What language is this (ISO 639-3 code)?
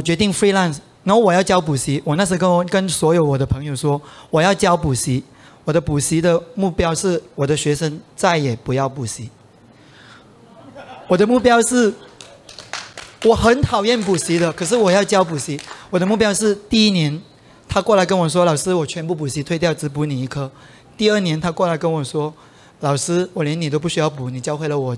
zho